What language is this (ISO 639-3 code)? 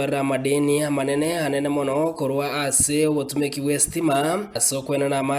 guz